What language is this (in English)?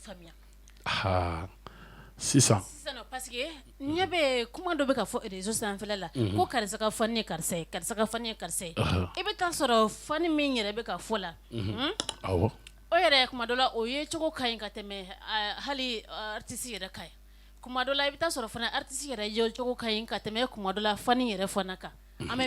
Bambara